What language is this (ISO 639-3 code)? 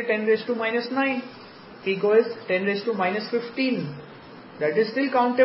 guj